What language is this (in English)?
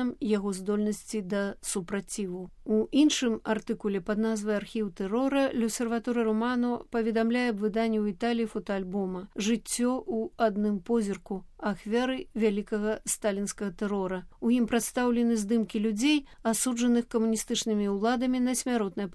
Belarusian